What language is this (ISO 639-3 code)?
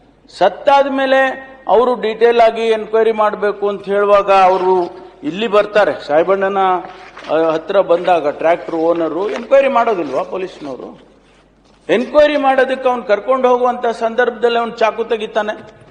kan